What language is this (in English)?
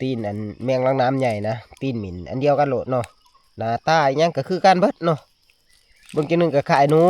Northeastern Thai